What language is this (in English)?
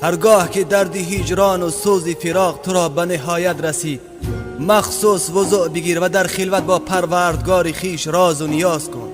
Tajik